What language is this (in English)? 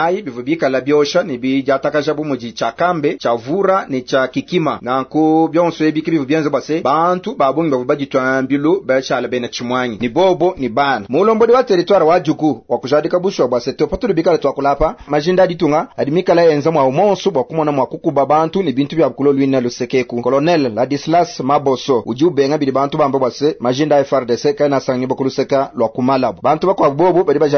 Luba-Lulua